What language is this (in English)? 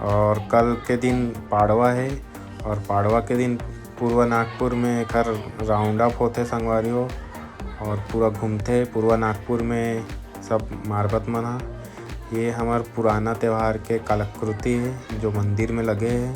Chhattisgarhi